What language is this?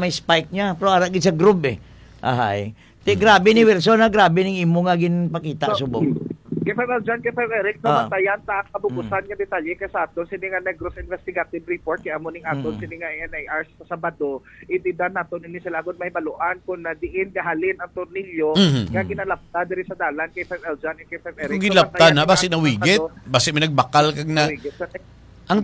Hiligaynon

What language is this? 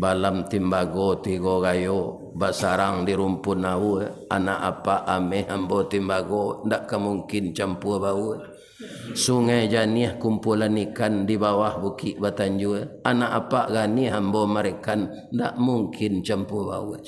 Minangkabau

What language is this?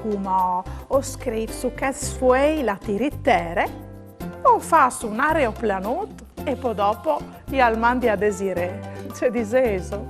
Friulian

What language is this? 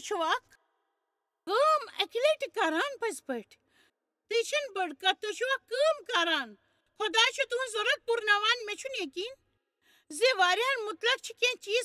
Kashmiri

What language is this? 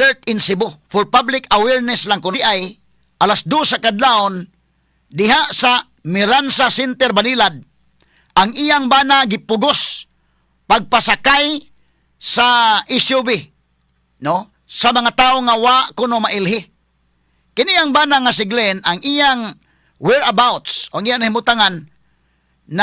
Cebuano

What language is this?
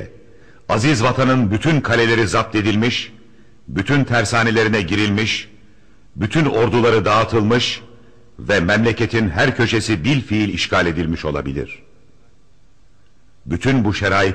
Turkish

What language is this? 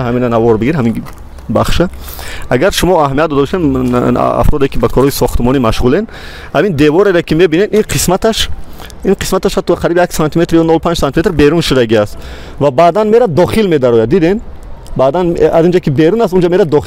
Tajik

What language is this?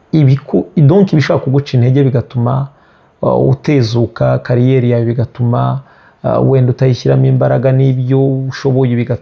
Kinyarwanda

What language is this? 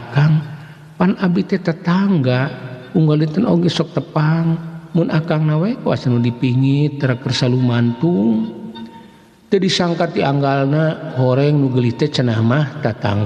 Sundanese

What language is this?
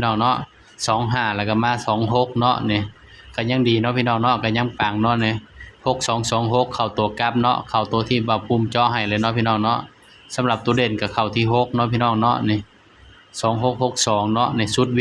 Northeastern Thai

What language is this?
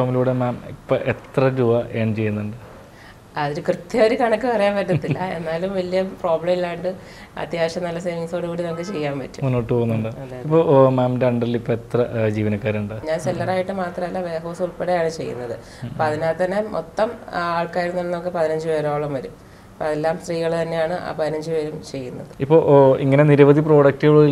Malayalam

